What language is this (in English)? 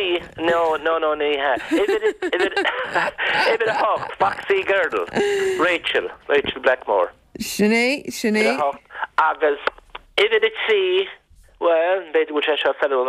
Irish